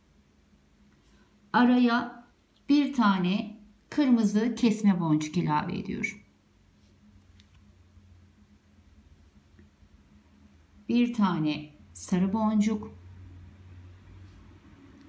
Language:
Turkish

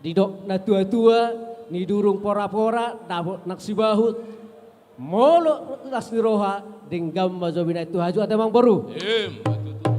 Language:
Batak Toba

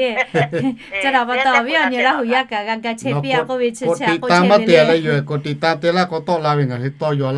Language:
Lahu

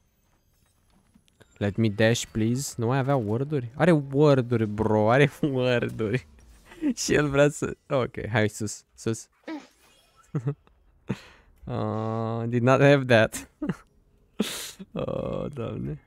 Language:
Romanian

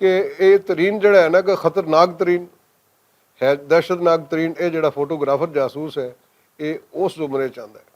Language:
Western Panjabi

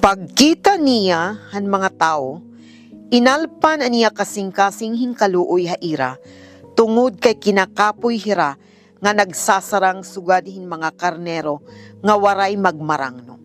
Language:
Waray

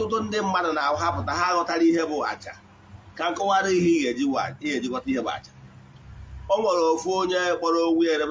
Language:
Igbo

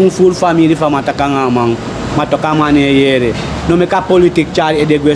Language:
Sranan Tongo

